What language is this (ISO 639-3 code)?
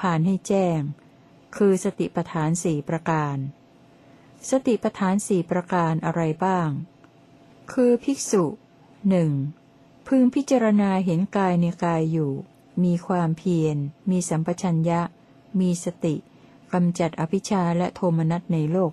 tha